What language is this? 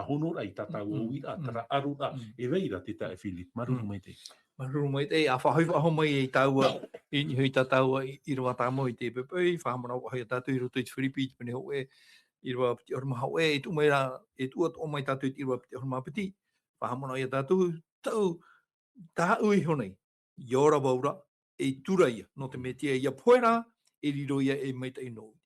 Tahitian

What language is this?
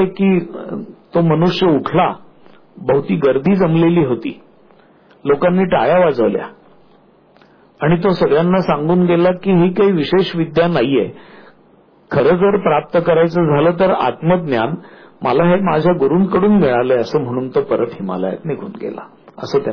Marathi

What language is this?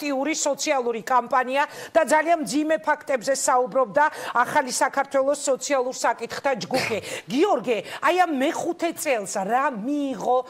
Georgian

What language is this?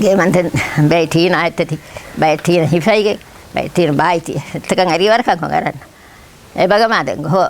Divehi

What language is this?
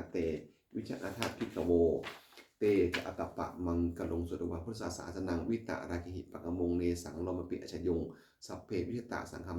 Pali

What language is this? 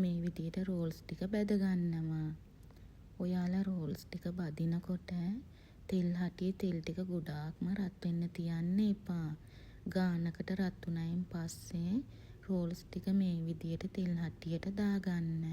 Sinhala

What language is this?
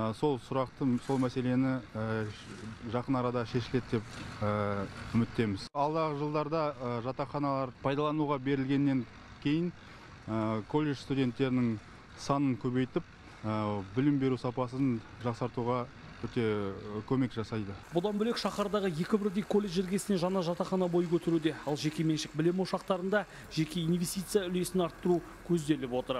Kazakh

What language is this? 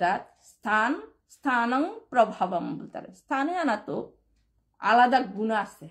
Bishnupriya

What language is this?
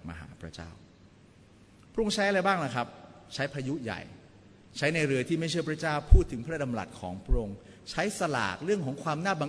Thai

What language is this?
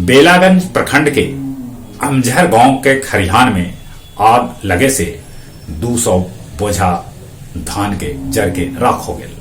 Magahi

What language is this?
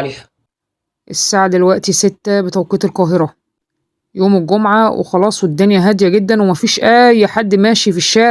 Egyptian Arabic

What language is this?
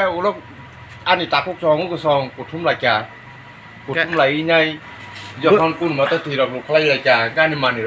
Kok Borok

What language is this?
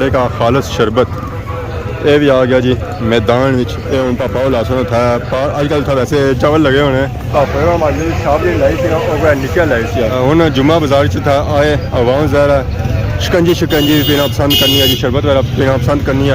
Pahari-Potwari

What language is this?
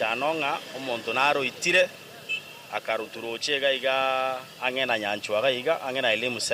Gusii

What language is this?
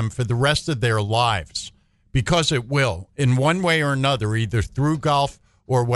English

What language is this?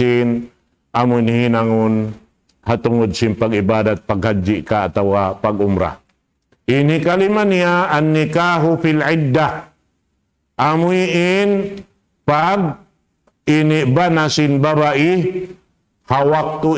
Tausug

